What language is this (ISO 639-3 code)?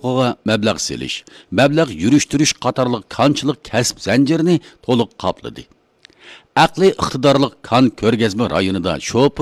uig